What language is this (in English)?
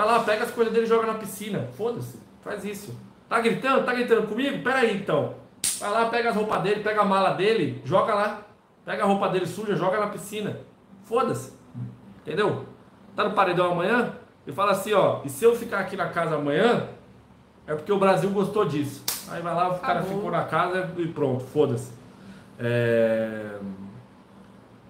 Portuguese